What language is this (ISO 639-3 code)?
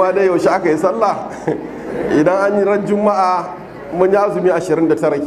hau